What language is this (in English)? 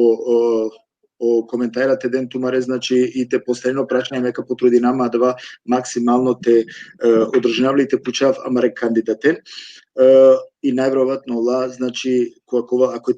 Balkan Romani